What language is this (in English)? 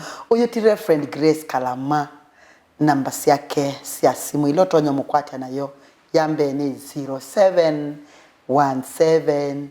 Kamba